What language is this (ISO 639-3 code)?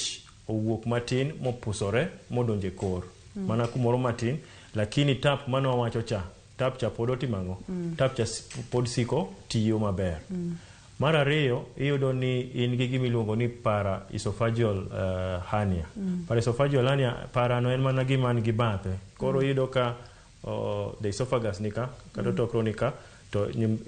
luo